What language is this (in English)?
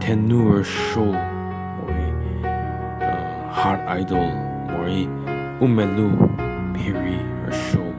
Angami Naga